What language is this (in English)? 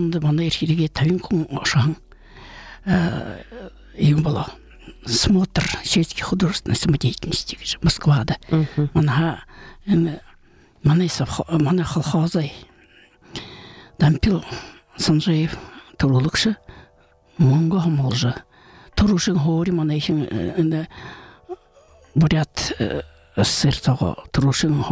Buriat